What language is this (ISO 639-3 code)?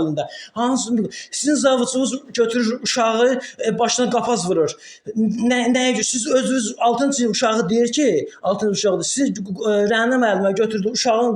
aze